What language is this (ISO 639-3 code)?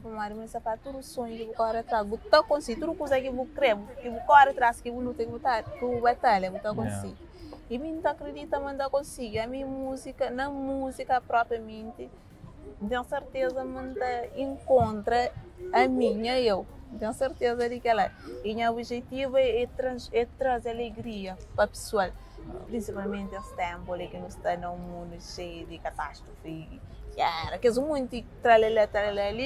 kea